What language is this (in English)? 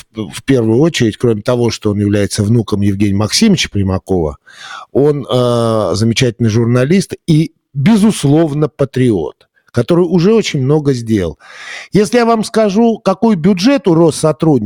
Russian